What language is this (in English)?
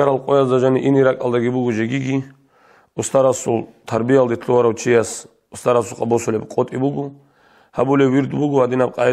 Avaric